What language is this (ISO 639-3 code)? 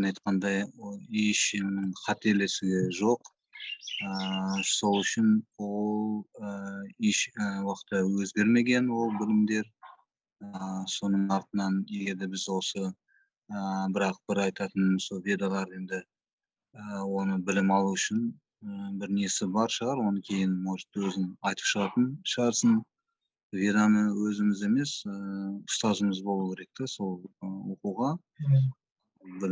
kaz